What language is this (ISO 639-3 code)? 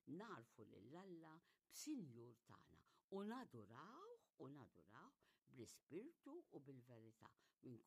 mlt